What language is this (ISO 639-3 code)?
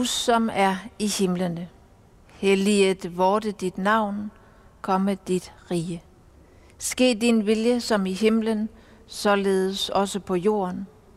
dan